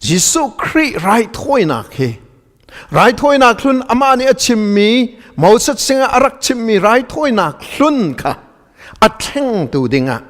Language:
Hakha Chin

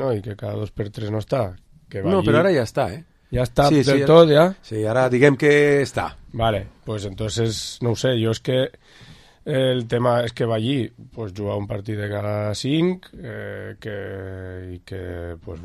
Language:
Catalan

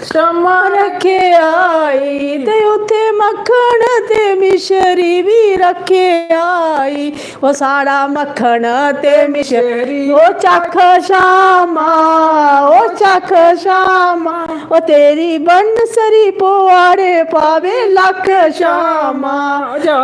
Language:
Dogri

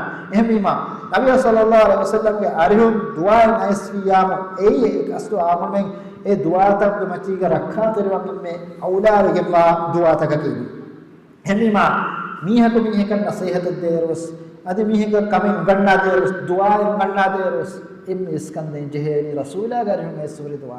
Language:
Divehi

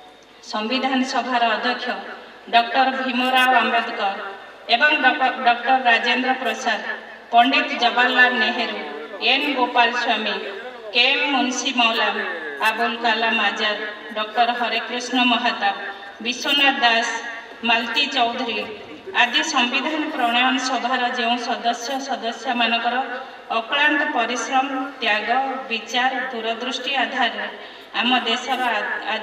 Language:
Odia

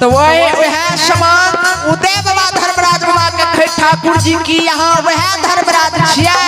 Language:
Maithili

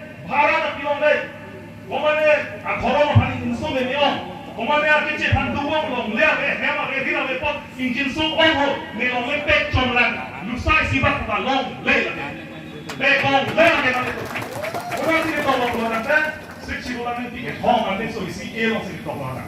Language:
Karbi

